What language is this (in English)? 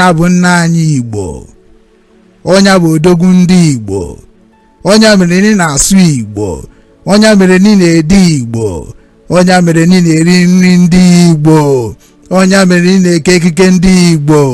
Igbo